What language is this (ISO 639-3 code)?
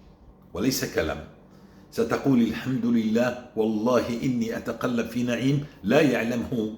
apc